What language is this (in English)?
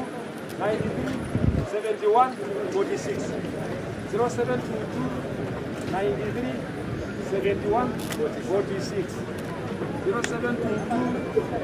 Masai